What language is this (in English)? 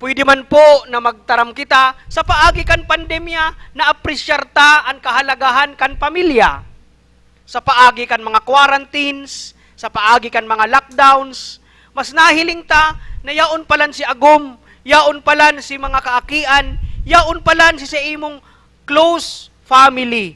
Bikol